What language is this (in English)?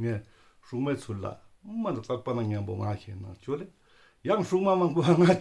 Ladakhi